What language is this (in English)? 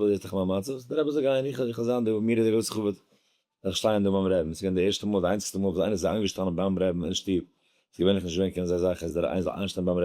Yiddish